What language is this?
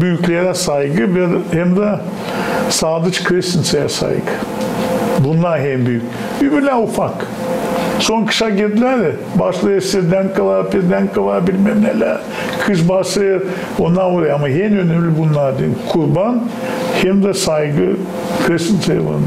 Gagauz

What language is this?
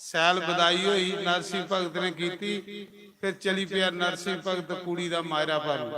Dogri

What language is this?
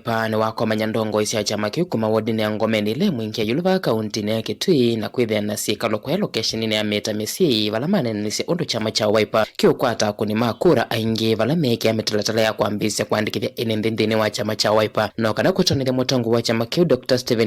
Kamba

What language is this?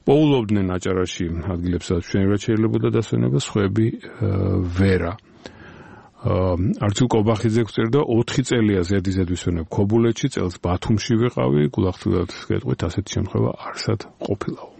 Georgian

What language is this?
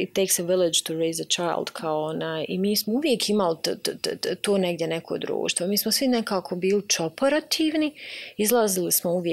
Bosnian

